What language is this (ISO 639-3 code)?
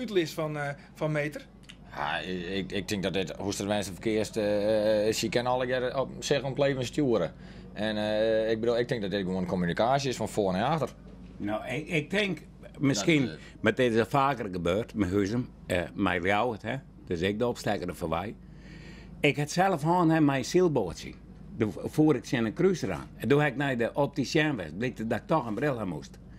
fry